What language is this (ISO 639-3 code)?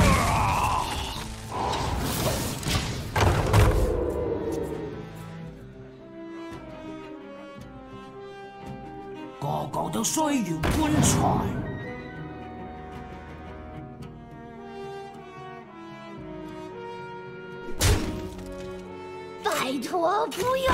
zho